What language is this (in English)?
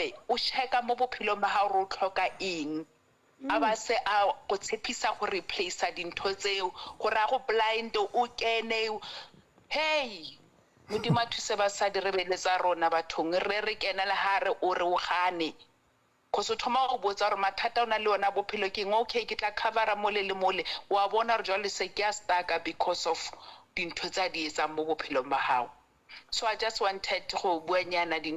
Southern Sotho